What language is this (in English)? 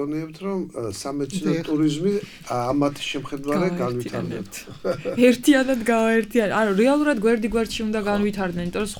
Georgian